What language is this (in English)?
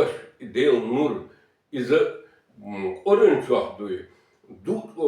Chechen